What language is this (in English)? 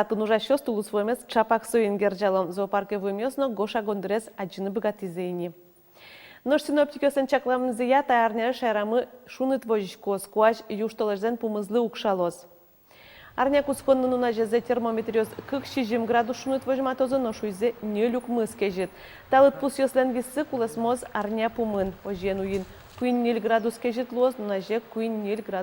Udmurt